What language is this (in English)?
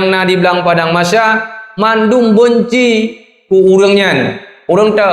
Achinese